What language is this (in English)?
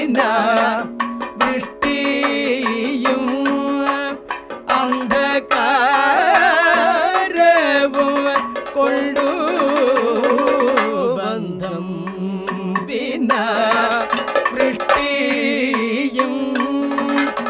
Malayalam